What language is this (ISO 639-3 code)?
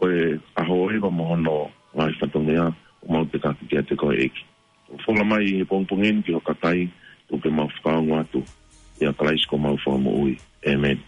ton